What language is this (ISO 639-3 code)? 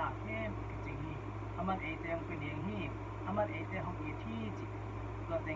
ctd